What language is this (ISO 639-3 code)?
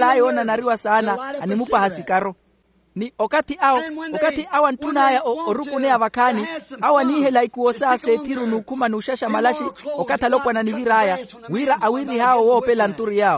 vmw